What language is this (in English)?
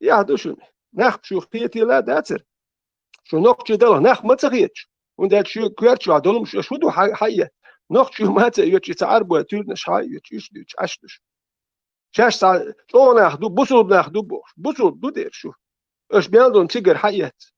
Chechen